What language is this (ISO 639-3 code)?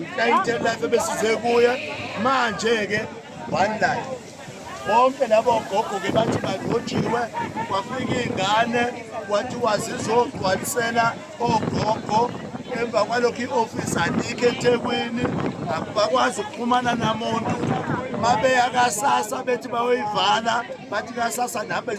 zul